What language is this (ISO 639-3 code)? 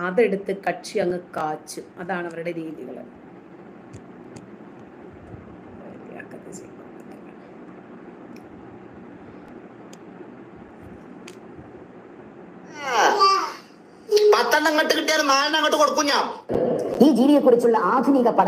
mal